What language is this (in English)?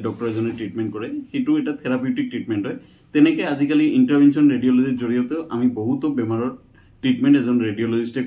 Assamese